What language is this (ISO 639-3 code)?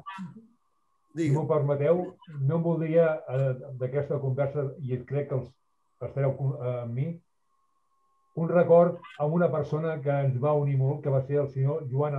cat